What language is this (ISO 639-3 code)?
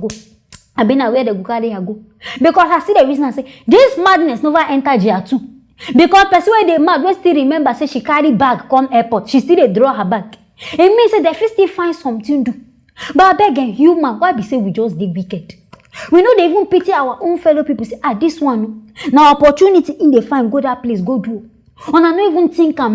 pcm